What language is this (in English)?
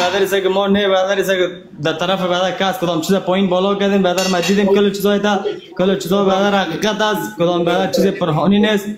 Persian